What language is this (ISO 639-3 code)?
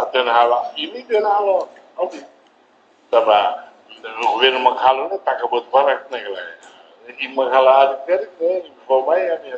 tet